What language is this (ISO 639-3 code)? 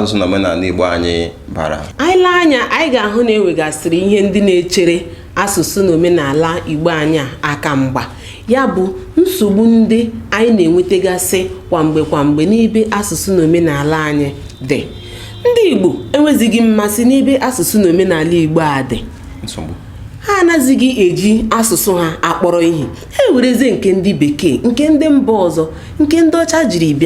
ibo